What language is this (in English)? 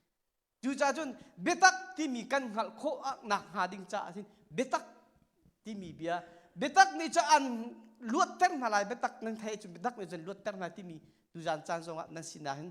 Hakha Chin